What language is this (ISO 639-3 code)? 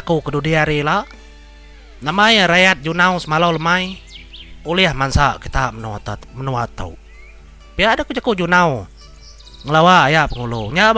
iba